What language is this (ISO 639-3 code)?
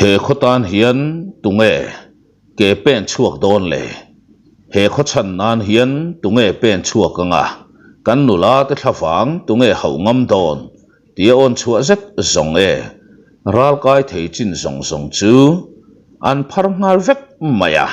lus